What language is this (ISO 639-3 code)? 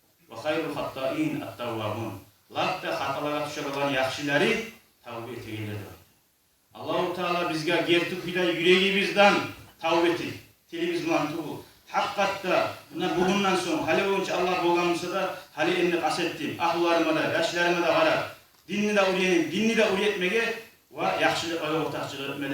kum